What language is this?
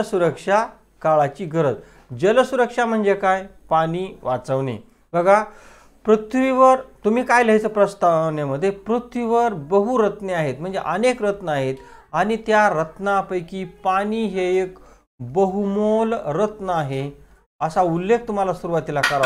Marathi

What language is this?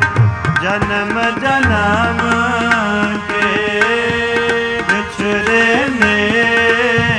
Punjabi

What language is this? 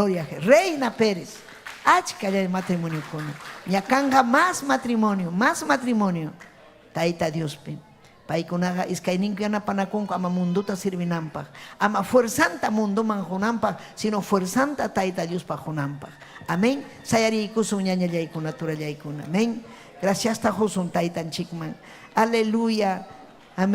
Ayacucho Quechua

